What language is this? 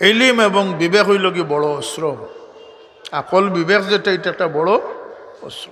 Sylheti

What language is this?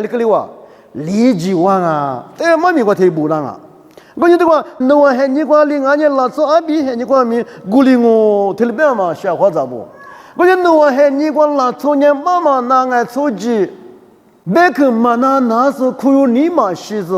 Lisu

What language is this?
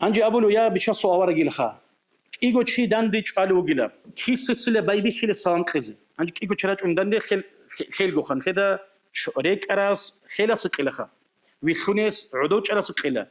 Avaric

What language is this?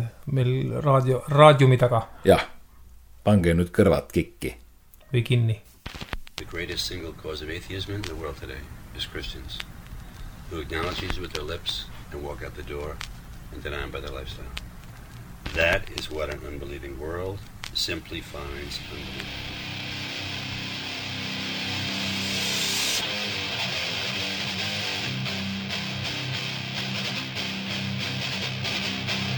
Estonian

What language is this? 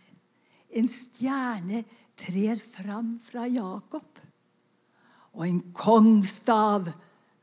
Norwegian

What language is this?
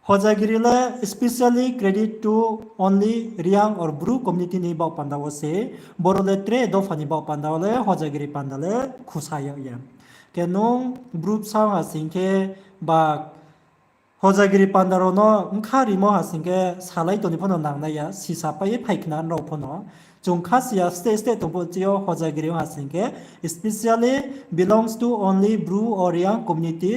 Riang (India)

